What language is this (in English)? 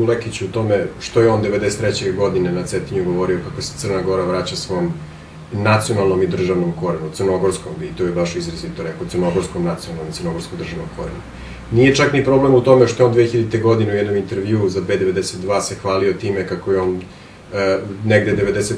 Bosnian